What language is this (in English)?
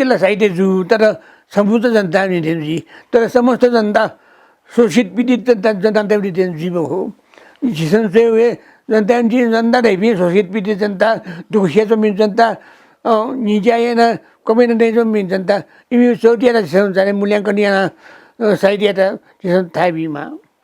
Newari